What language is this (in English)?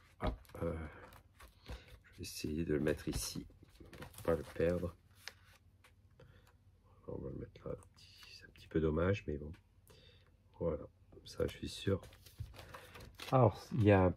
French